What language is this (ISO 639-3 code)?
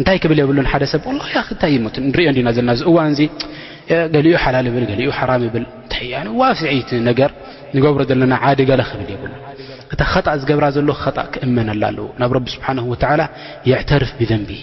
tir